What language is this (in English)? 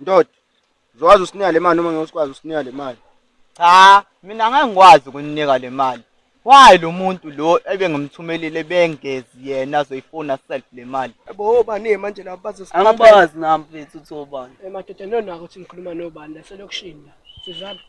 Zulu